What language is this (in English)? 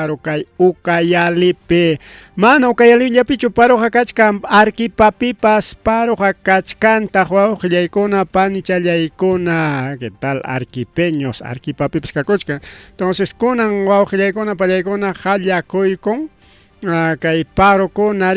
Ayacucho Quechua